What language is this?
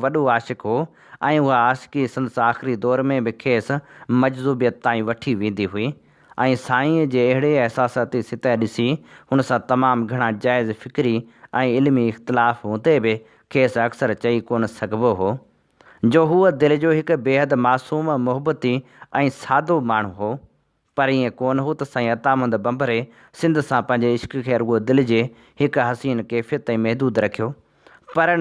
Sindhi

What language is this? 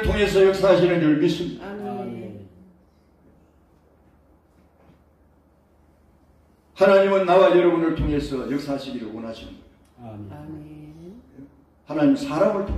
Korean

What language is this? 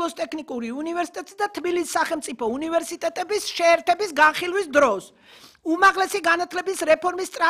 Georgian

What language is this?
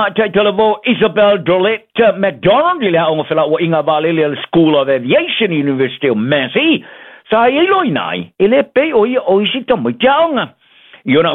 Samoan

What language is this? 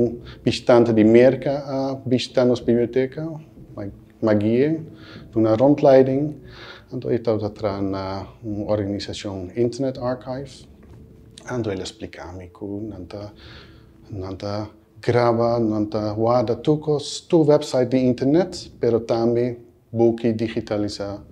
Papiamento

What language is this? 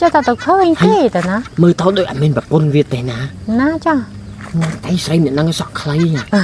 Khmer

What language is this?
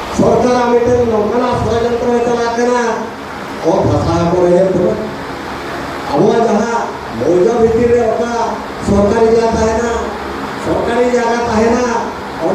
Santali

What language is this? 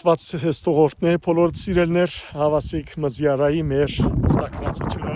Western Armenian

